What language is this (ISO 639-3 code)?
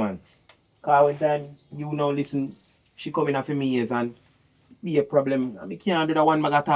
jam